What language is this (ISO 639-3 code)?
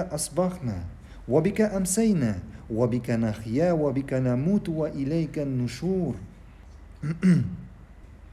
tat